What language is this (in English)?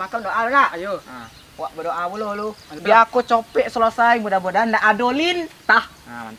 Minangkabau